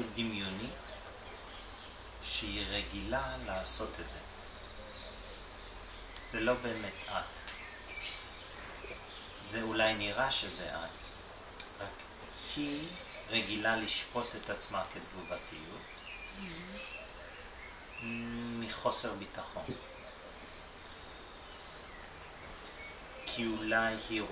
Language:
Hebrew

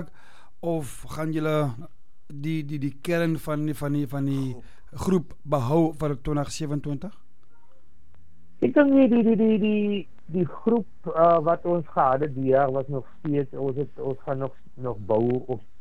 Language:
Afrikaans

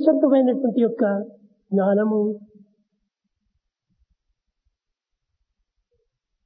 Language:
Telugu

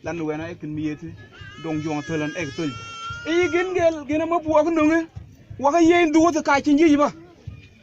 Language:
Mabaan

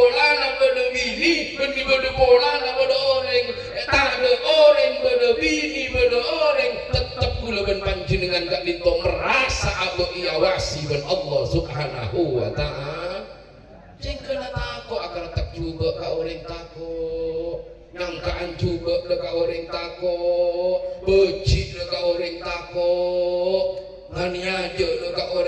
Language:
Madurese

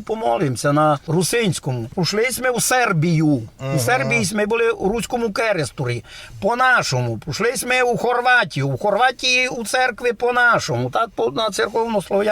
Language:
Rusyn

